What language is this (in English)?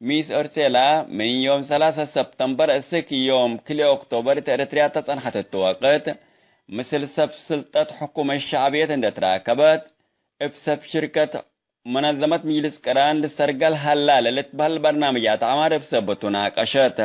Tigre